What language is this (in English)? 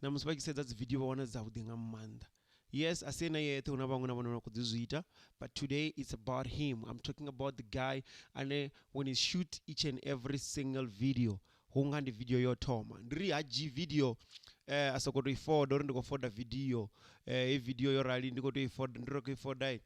Venda